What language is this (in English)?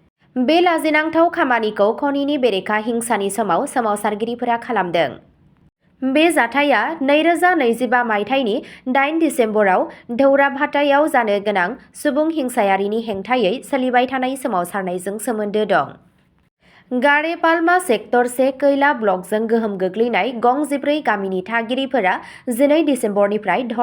Bodo